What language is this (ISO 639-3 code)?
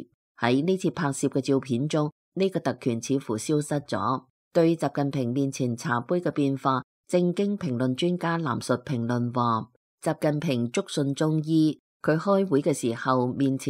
yue